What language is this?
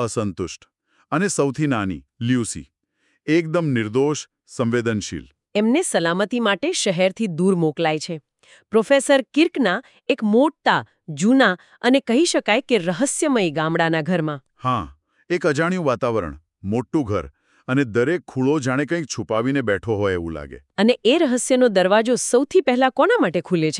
Gujarati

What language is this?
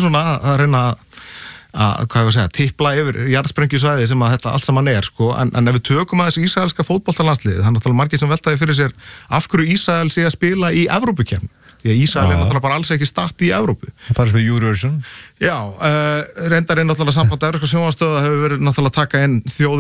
Icelandic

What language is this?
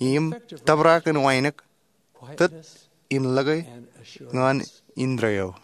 Marshallese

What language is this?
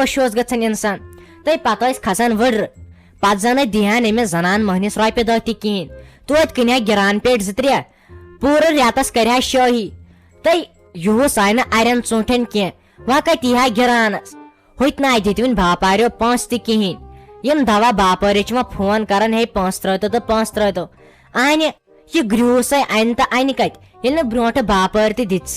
Kashmiri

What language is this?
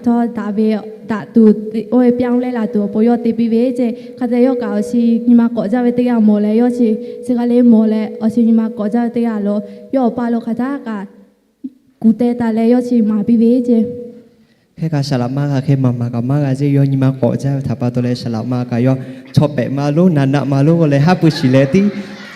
Lahu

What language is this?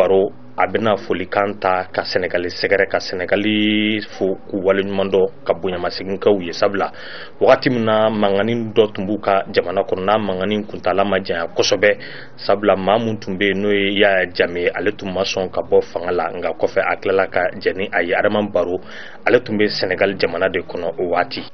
Bambara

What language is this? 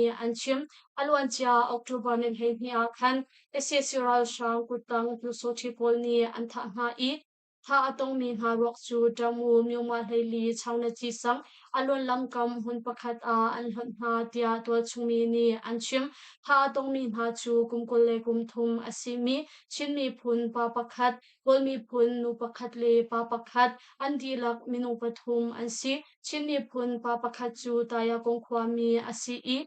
Hakha Chin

